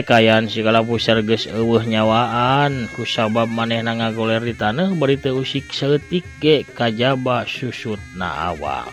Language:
Sundanese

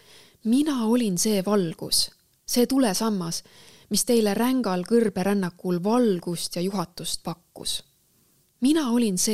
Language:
Estonian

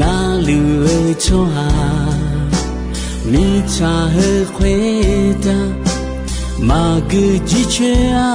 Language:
Akha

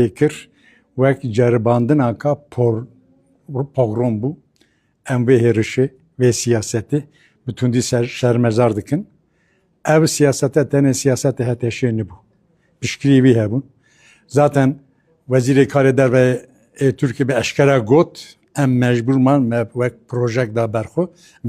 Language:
Kurdish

